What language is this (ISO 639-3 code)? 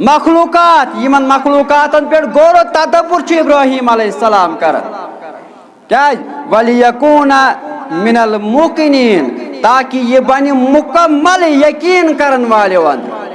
kas